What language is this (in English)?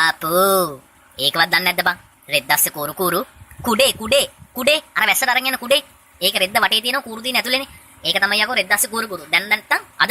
Sinhala